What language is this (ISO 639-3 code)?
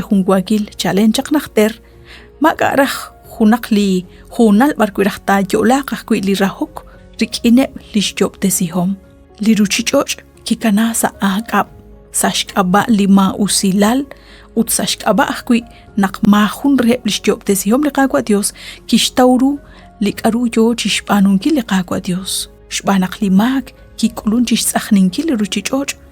kek